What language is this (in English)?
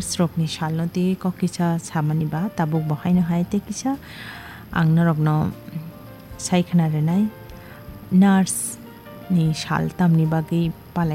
Kok Borok